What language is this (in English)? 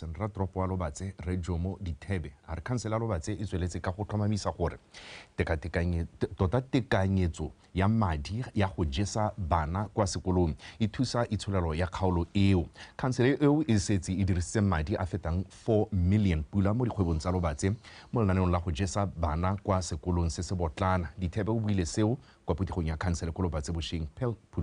Tswana